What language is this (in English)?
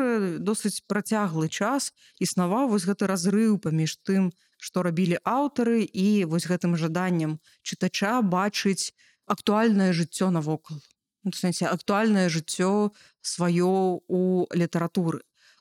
Belarusian